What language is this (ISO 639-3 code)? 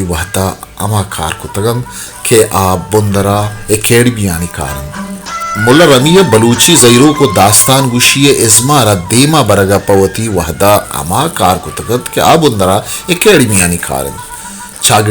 bal